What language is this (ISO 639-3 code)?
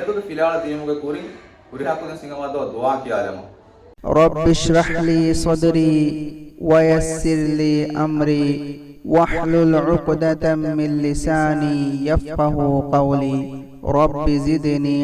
div